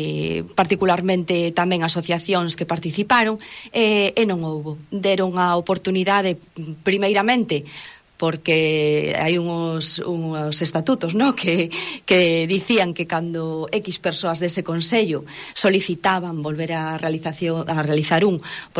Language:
Galician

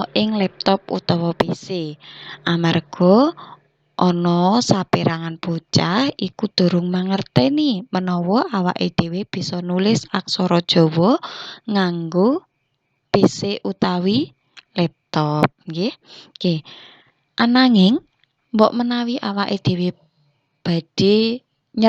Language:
Javanese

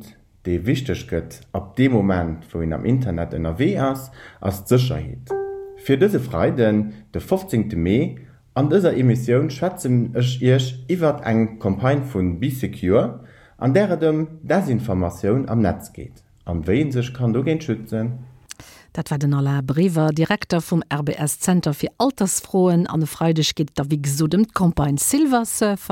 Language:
Luxembourgish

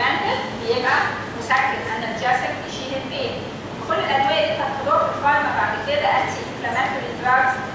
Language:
Egyptian Arabic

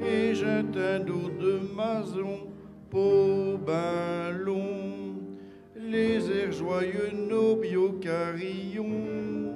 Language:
Picard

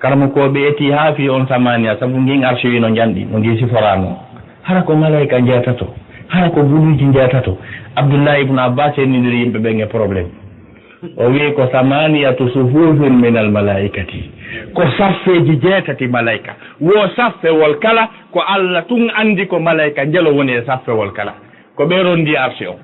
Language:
Fula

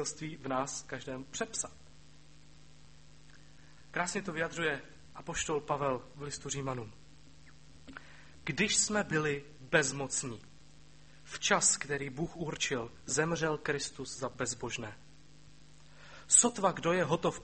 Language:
Czech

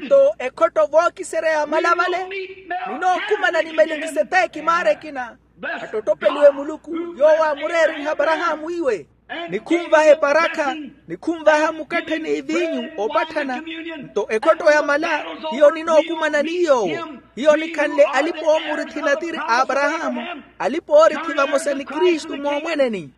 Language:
Makhuwa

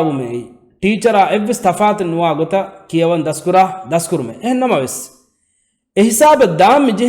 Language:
Divehi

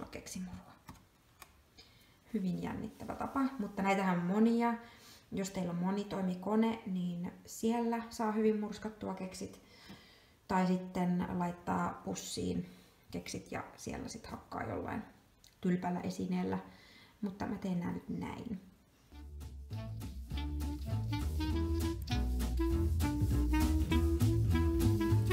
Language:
Finnish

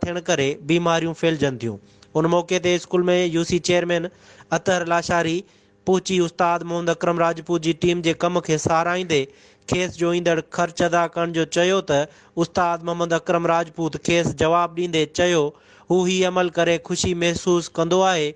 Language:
Sindhi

